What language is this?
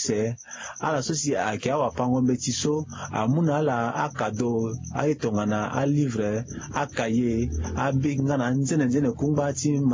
Sango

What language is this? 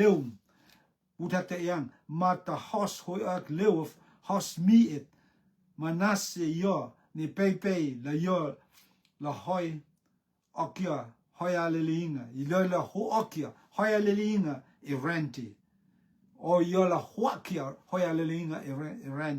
Rotuman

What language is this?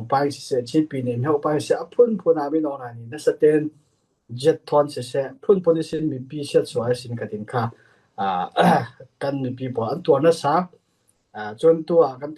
Falam Chin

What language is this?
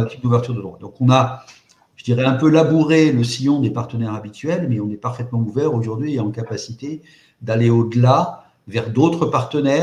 French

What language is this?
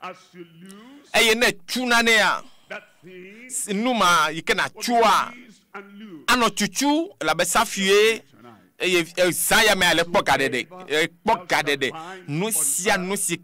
Ewe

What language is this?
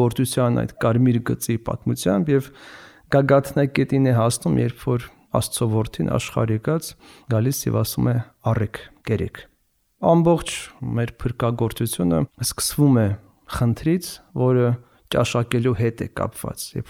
Armenian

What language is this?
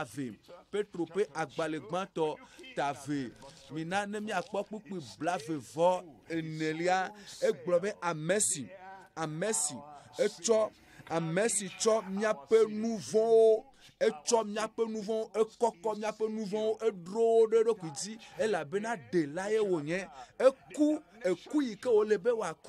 Ewe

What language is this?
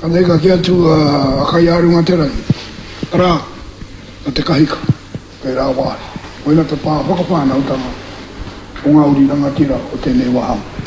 Māori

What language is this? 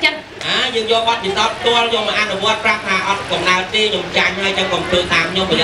Khmer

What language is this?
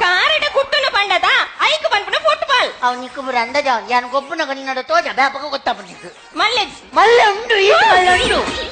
Tulu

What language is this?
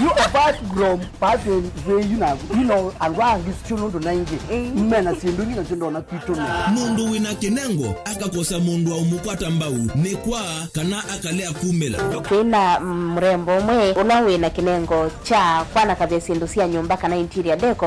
Kamba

